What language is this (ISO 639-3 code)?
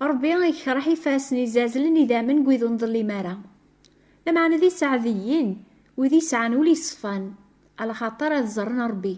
kab